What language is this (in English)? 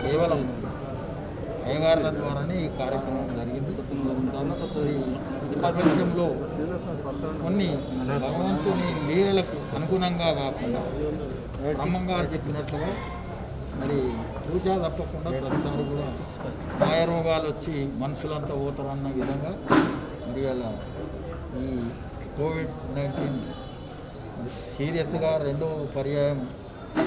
Telugu